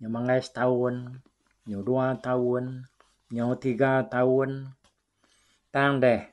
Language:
Iban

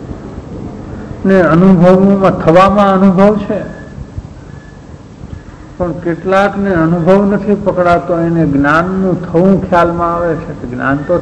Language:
Gujarati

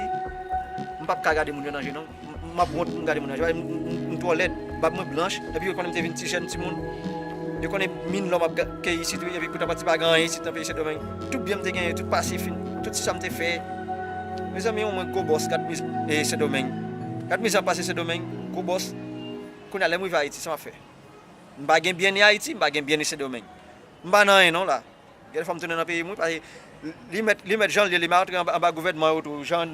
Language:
Haitian Creole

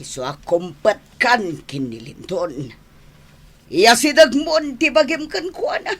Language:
Iloko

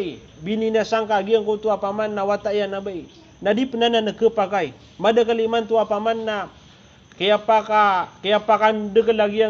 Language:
Maranao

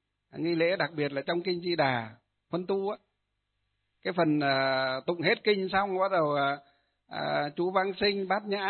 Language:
Vietnamese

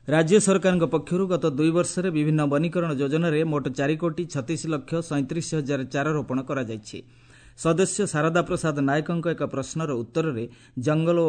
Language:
Odia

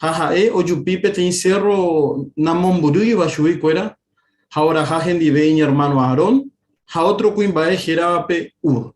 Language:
Guarani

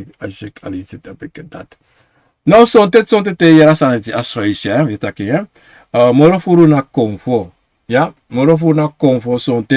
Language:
Sranan Tongo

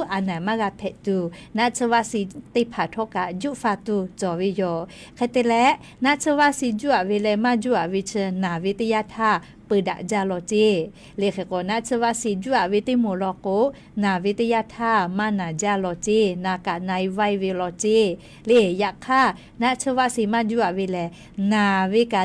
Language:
Lahu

